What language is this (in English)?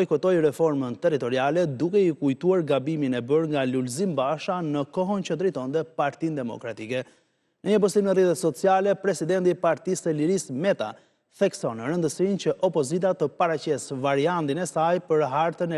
Albanian